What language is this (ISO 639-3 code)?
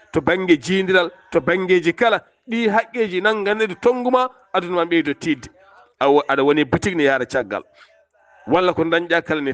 ful